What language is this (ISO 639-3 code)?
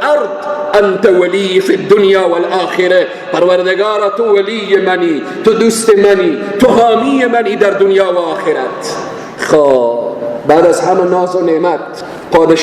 fas